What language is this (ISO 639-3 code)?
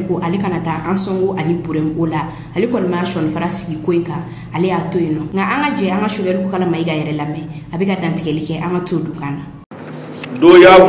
bam